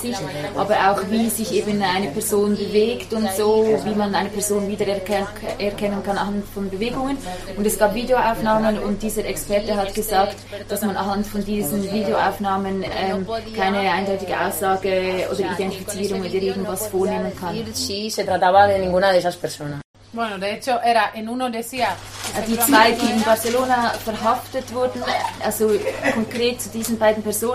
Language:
German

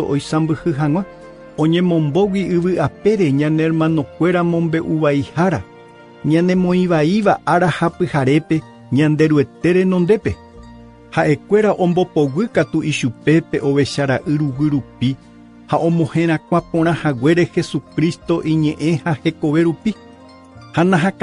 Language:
Guarani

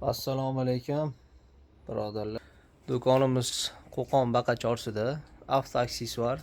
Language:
Uzbek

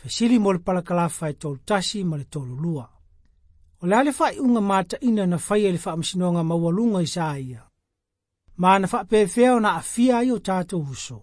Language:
Samoan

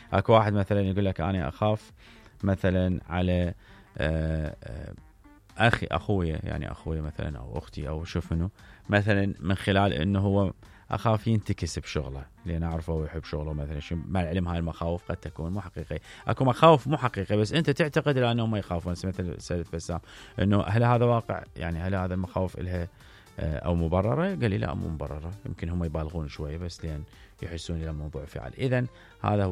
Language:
Mesopotamian Arabic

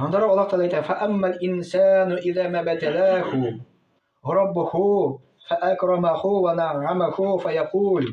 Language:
Tatar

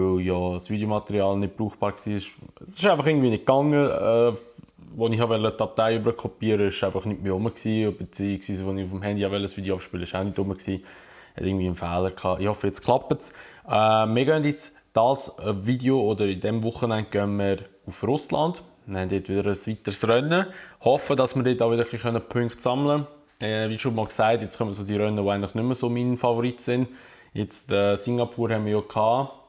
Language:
Swiss German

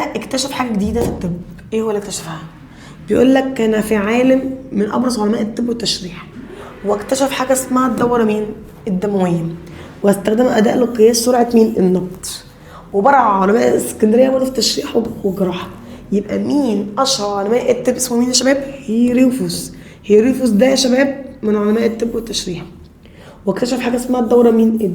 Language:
Egyptian Arabic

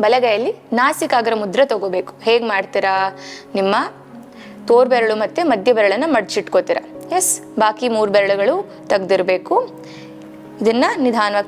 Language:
Kannada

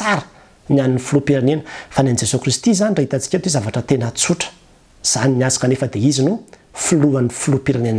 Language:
Malagasy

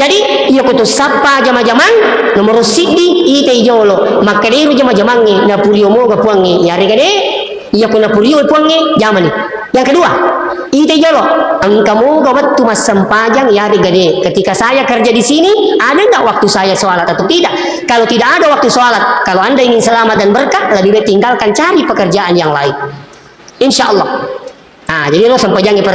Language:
Buginese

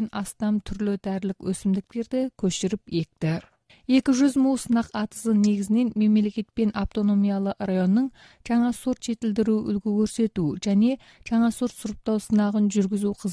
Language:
Kazakh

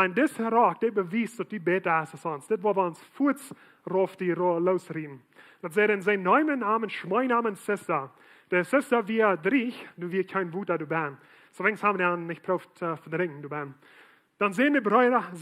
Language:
Plautdietsch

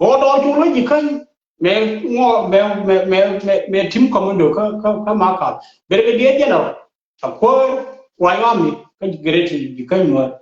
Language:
Nuer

